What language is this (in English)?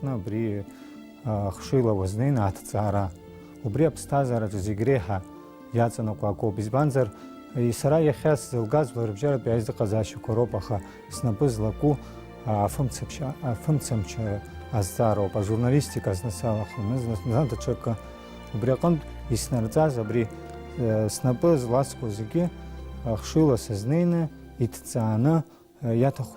Abkhazian